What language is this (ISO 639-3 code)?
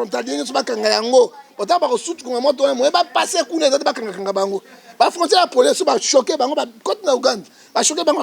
lin